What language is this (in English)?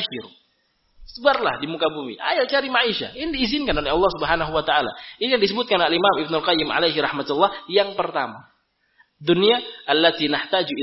Indonesian